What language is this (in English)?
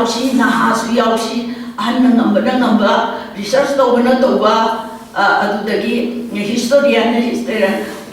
Manipuri